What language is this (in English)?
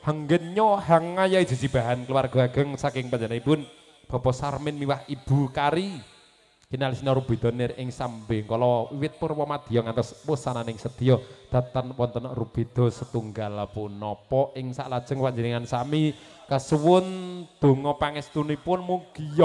Javanese